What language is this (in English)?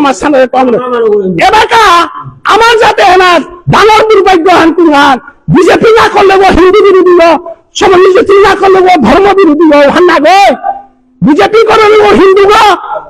Bishnupriya